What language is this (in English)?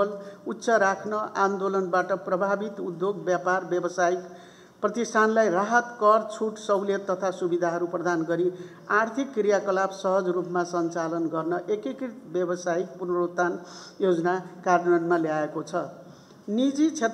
Nepali